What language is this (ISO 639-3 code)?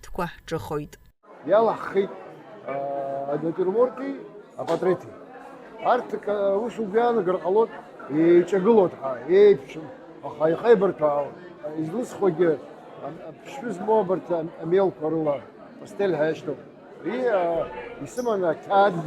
abk